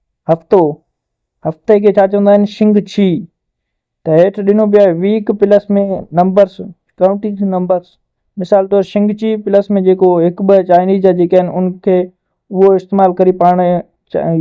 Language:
Sindhi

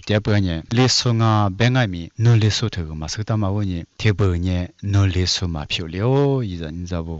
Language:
Lisu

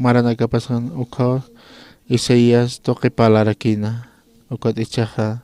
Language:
Aymara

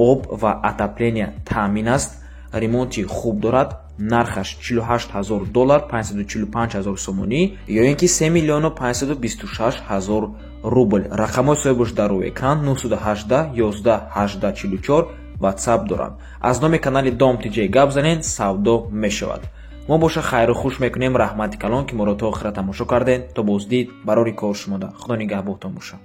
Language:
Tajik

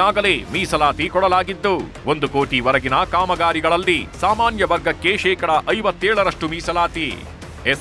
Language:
Kannada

